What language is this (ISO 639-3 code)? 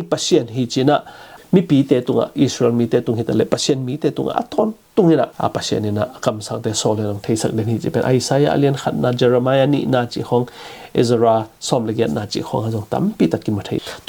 ctd